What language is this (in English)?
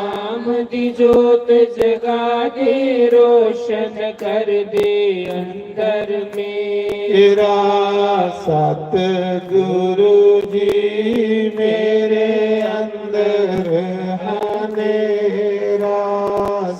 Dogri